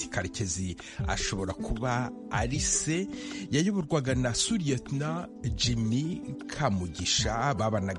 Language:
Kinyarwanda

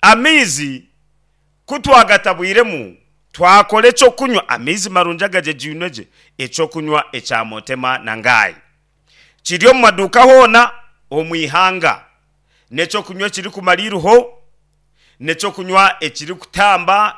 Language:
Nyankole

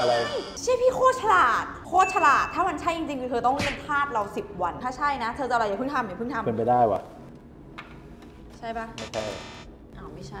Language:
Thai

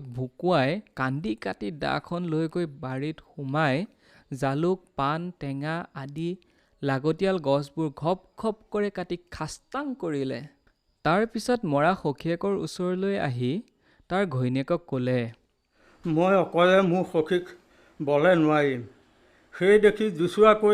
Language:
Assamese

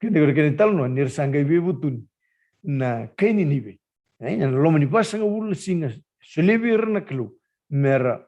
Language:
Fijian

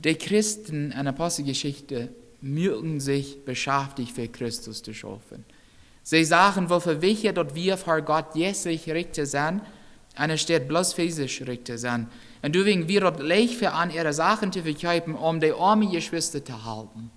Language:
Plautdietsch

